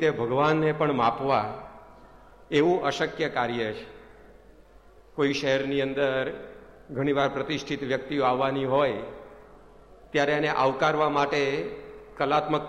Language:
Gujarati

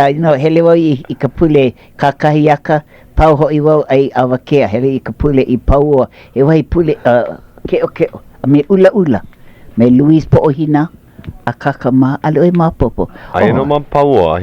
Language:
Hawaiian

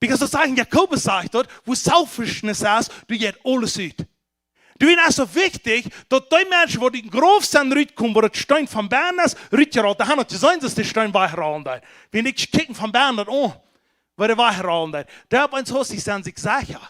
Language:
Plautdietsch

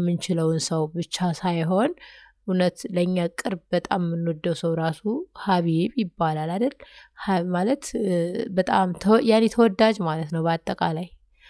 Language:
Amharic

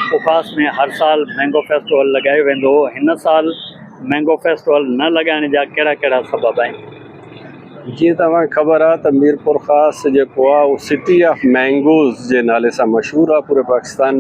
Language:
Sindhi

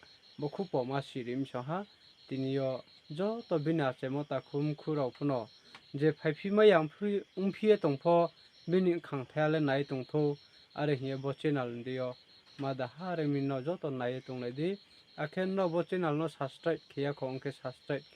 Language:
Riang (India)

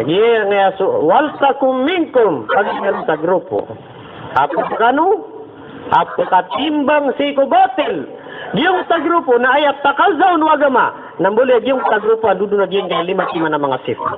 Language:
Maranao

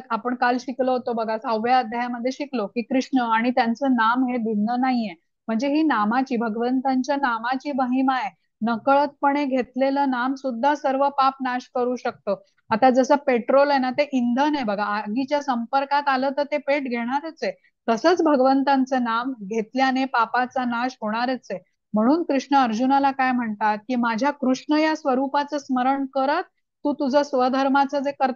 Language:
Marathi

